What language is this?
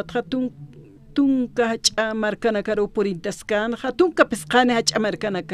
Aymara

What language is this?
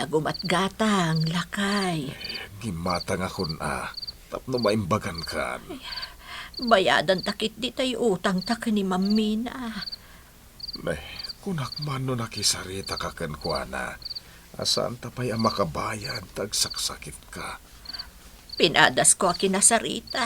Iloko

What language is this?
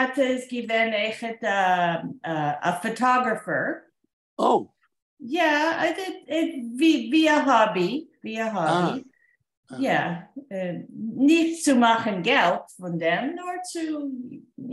Yiddish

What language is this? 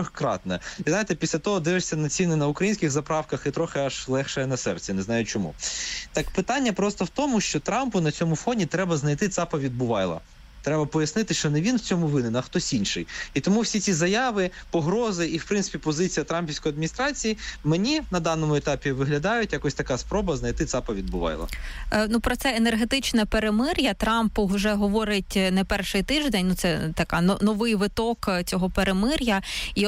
Ukrainian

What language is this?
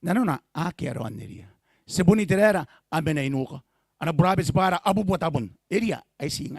Gilbertese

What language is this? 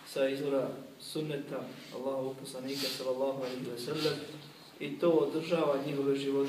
Bosnian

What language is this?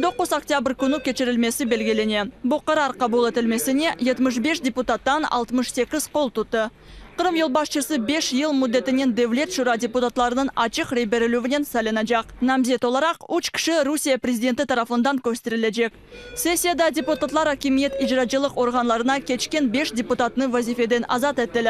Crimean Tatar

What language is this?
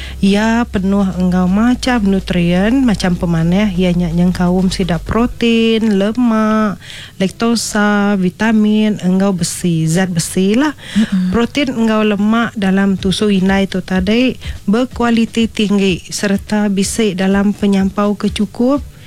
Iban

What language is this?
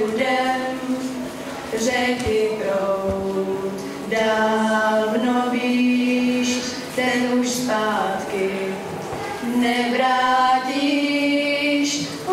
Czech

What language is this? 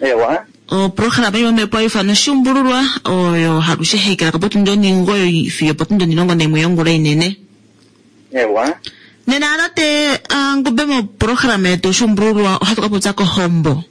Kuanyama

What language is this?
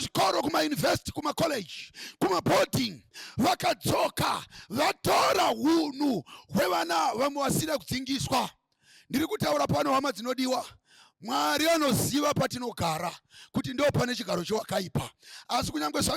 Shona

